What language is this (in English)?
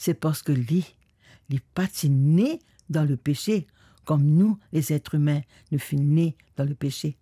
Morisyen